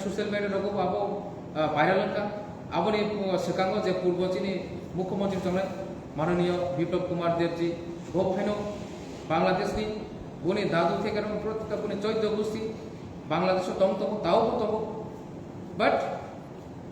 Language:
Kok Borok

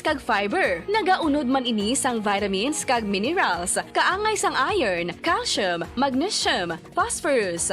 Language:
Hiligaynon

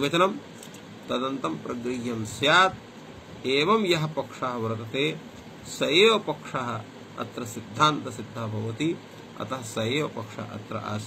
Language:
Sanskrit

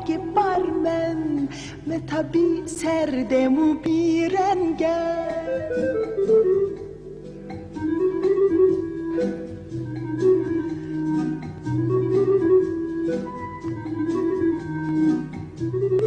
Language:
Persian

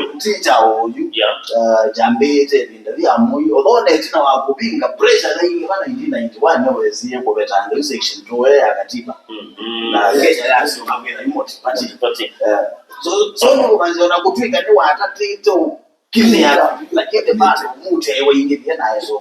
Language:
Kamba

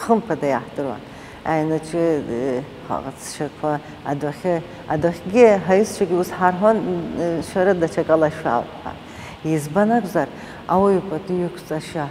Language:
Abkhazian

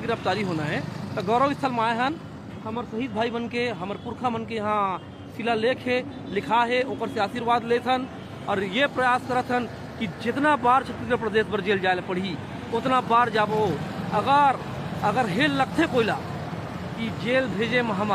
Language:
Chhattisgarhi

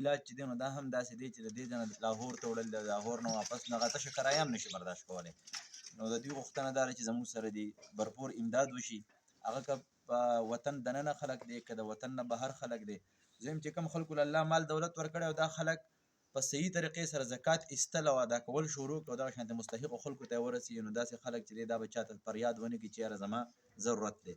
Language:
Pashto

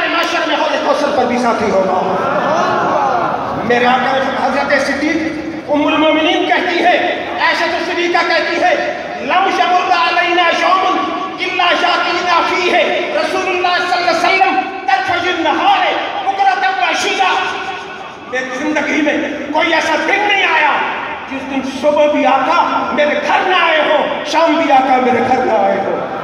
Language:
Urdu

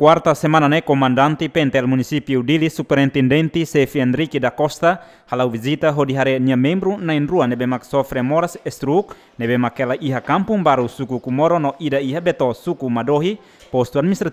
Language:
Tetum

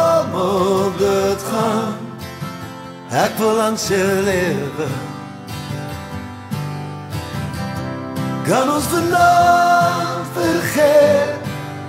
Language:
Afrikaans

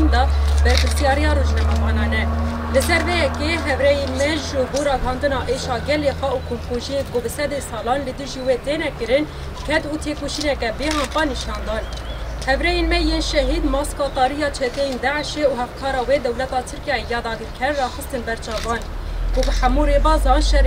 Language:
Kurdish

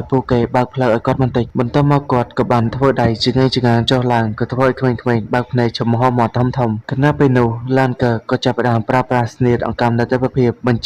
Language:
Khmer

